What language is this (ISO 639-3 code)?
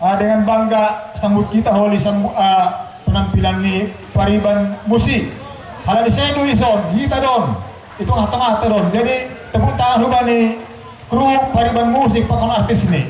bts